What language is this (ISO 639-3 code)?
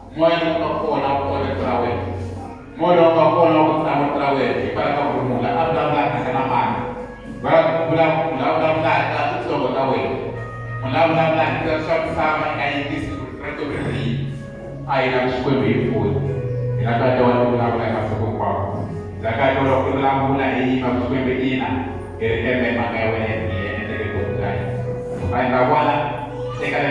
tso